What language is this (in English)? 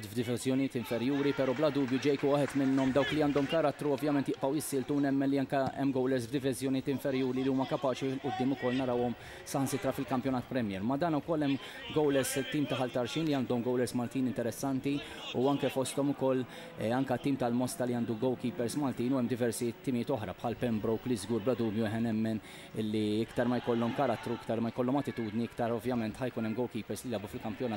Maltese